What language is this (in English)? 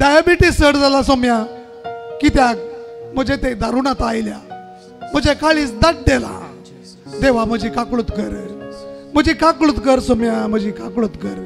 Konkani